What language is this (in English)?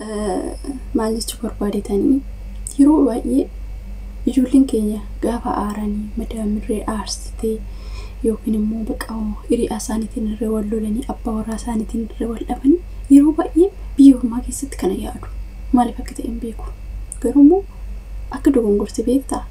Oromo